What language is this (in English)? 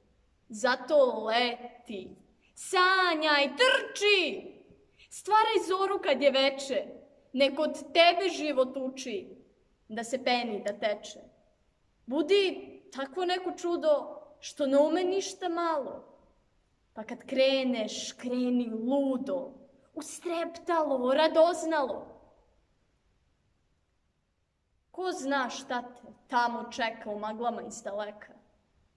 Serbian